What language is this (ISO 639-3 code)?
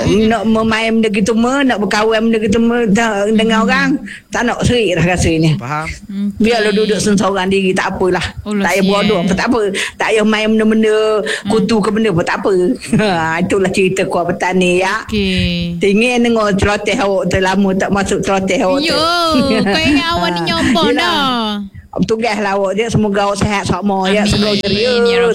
msa